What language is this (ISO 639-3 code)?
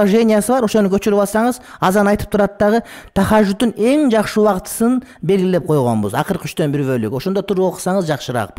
kir